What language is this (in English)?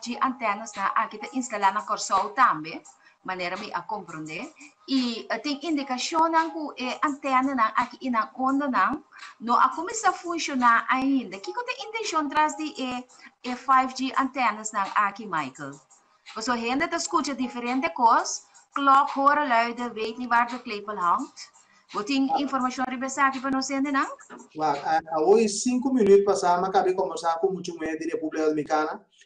Papiamento